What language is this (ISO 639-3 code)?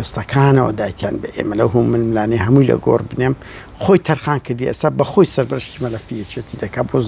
ckb